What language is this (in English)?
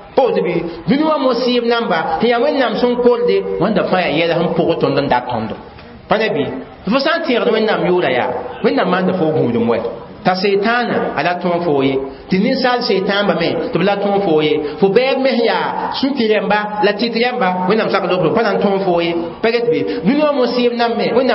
Mossi